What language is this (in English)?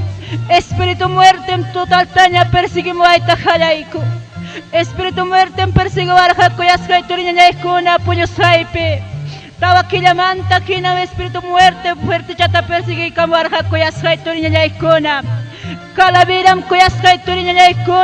Ayacucho Quechua